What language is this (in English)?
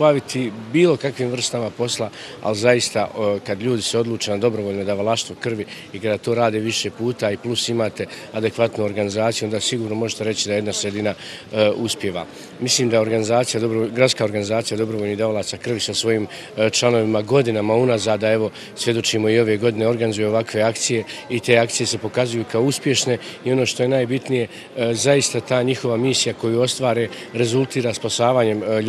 Bosnian